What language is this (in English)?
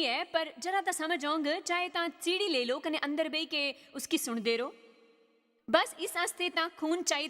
Dogri